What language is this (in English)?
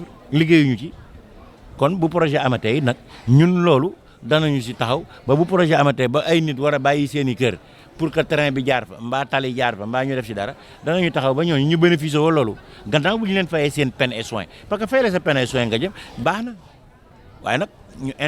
Wolof